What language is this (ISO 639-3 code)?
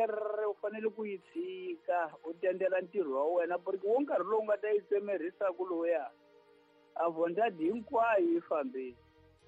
tso